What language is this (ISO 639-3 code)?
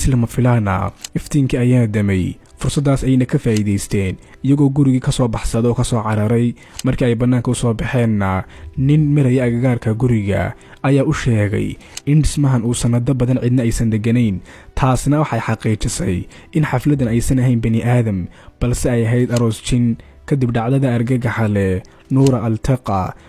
som